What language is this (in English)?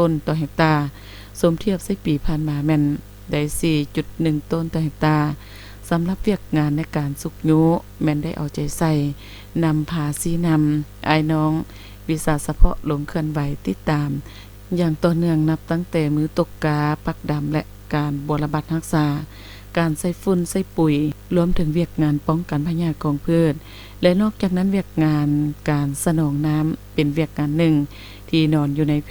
Lao